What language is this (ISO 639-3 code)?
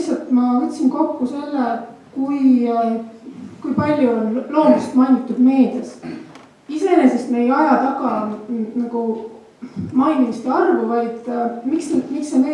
est